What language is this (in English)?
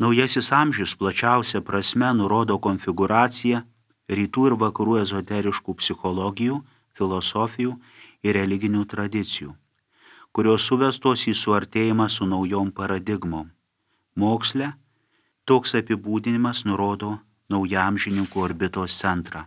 Lithuanian